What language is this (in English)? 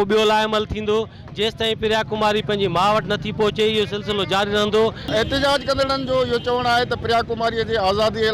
Sindhi